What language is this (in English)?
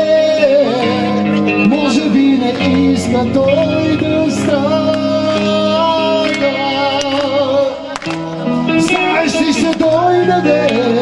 Bulgarian